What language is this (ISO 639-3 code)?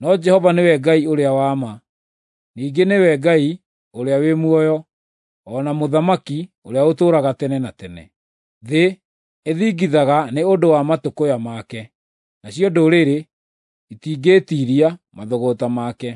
kik